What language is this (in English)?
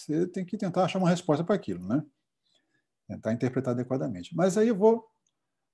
Portuguese